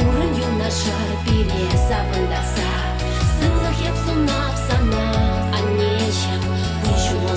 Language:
Chuvash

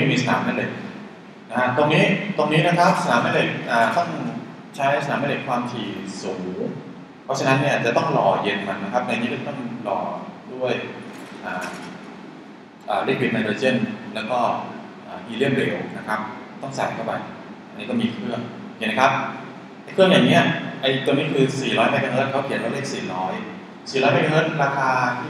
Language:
Thai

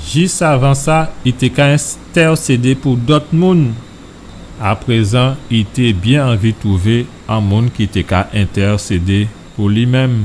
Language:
Guadeloupean Creole French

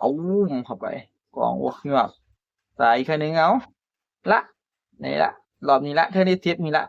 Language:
Northeastern Thai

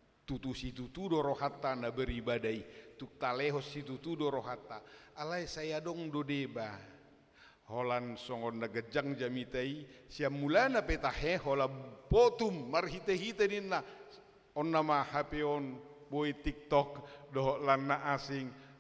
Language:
Batak Toba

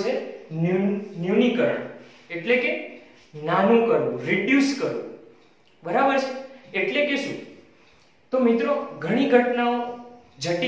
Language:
Gujarati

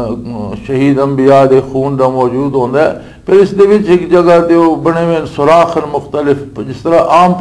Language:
Western Panjabi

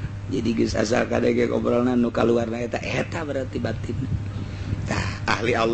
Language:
Sundanese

